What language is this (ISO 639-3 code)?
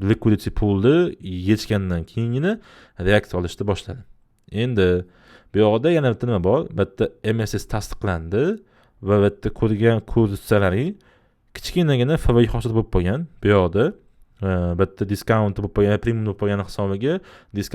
uzb